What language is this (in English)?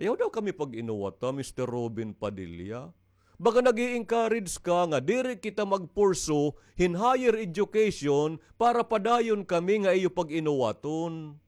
Waray